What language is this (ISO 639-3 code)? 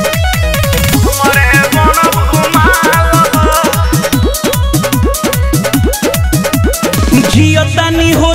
bho